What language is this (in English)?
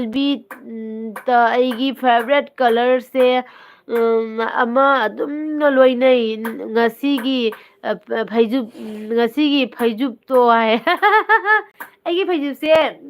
Manipuri